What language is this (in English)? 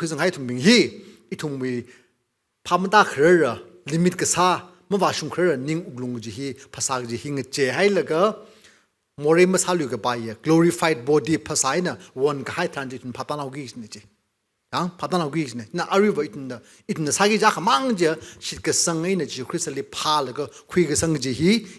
Tangkhul Naga (India)